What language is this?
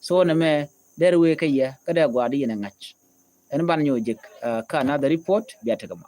Nuer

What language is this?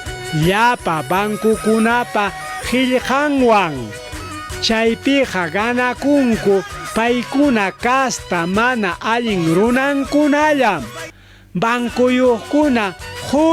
Ayacucho Quechua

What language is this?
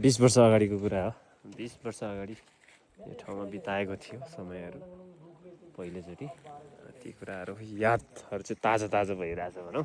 Nepali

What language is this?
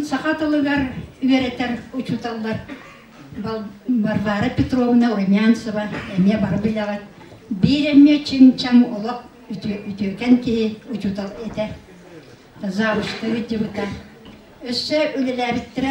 Yakut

